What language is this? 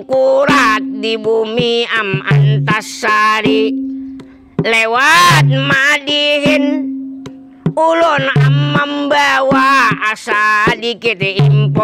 Banjar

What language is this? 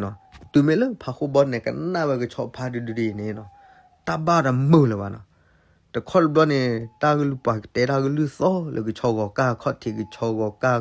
S'gaw Karen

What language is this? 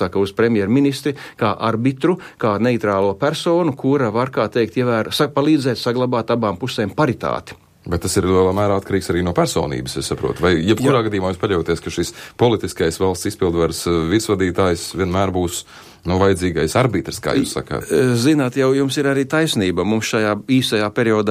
Latvian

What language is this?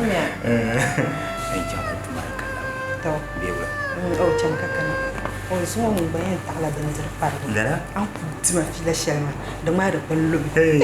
Dagbani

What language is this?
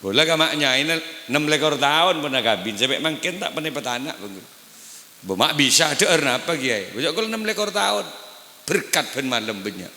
Madurese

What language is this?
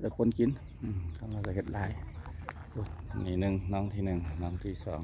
Lao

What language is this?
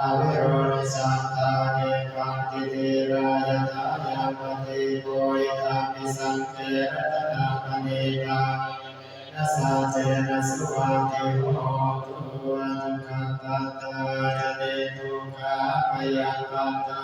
Pali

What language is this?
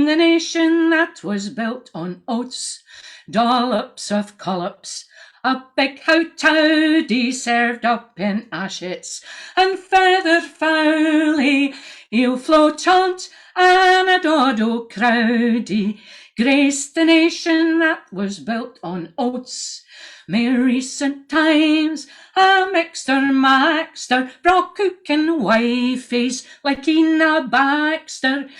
Scots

